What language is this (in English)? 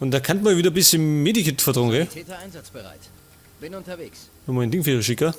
Bavarian